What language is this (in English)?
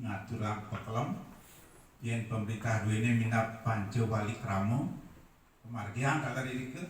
Balinese